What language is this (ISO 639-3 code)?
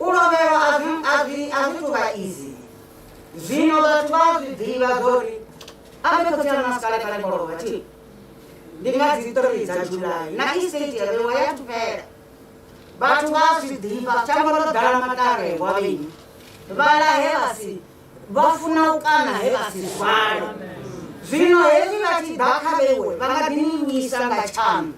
ven